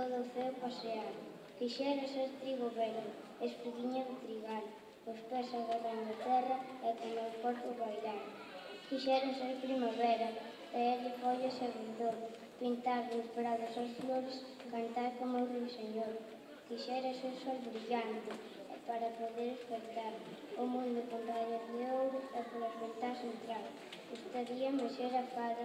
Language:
Galician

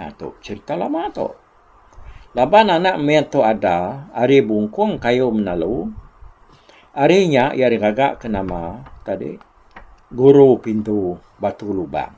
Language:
Iban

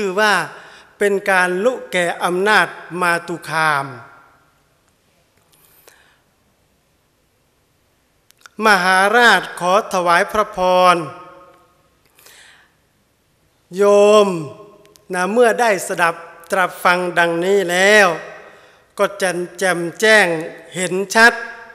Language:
Thai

